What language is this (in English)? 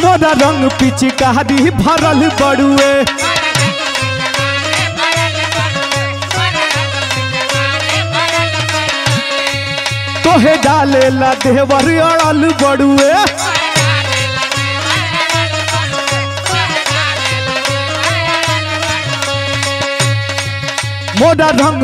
Bhojpuri